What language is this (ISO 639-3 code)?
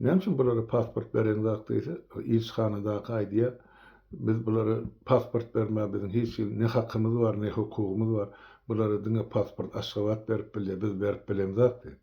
tuk